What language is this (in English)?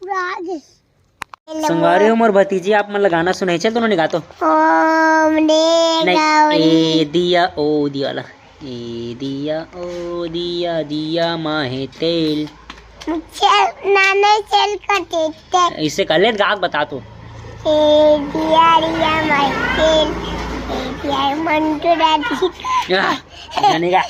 Chhattisgarhi